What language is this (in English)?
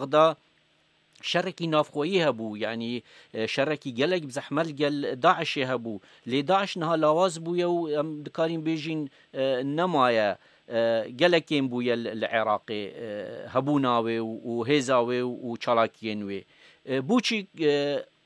Kurdish